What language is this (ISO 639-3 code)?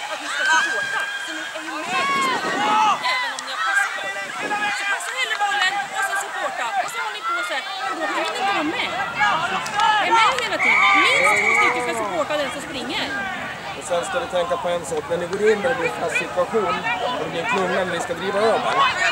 swe